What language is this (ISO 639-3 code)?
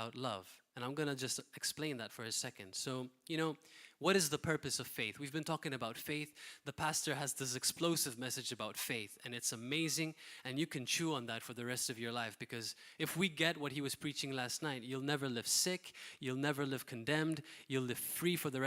eng